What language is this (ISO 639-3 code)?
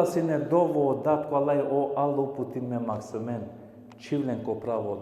rmn